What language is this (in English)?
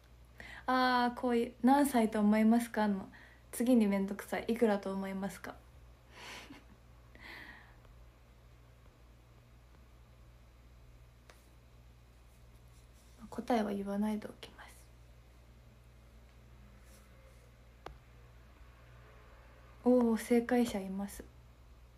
Japanese